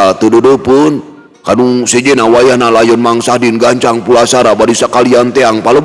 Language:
Sundanese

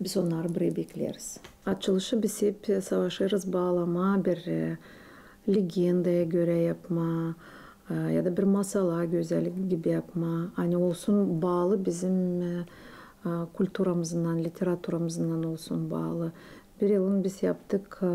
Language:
Gagauz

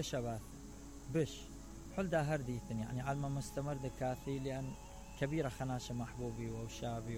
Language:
Mesopotamian Arabic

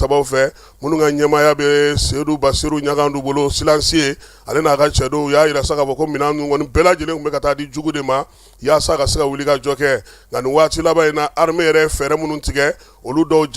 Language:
Bambara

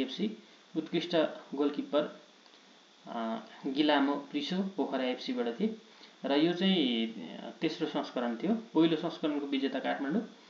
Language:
Nepali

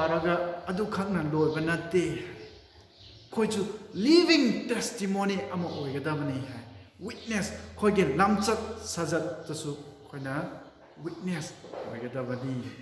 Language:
Manipuri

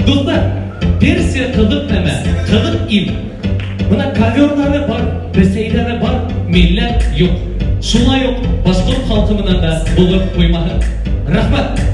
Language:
Bashkir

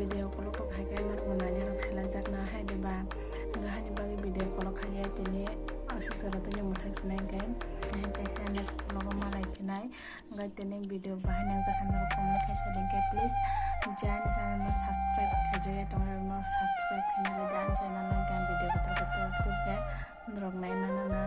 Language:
Kok Borok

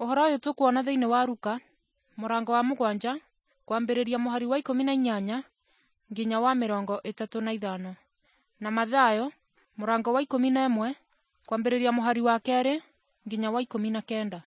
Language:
Kikuyu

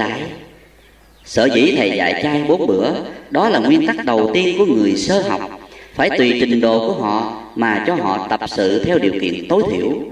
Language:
Vietnamese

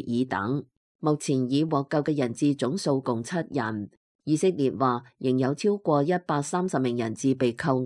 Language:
Cantonese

